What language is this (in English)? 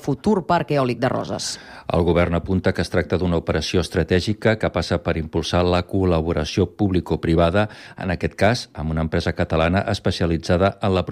Catalan